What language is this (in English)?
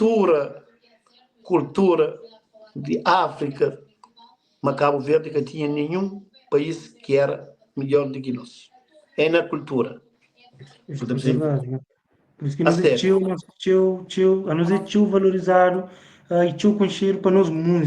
Kabuverdianu